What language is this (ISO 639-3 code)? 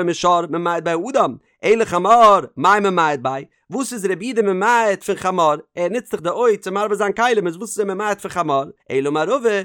yid